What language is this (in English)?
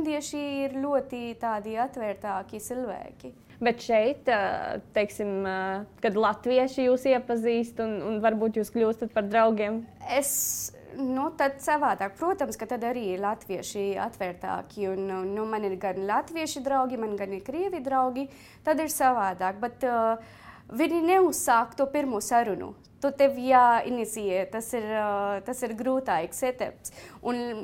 Latvian